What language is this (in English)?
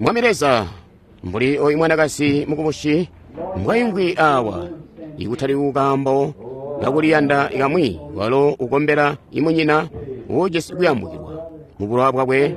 Tonga (Zambia)